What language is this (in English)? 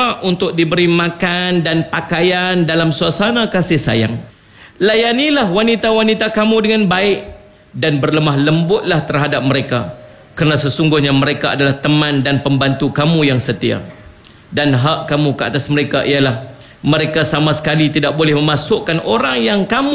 Malay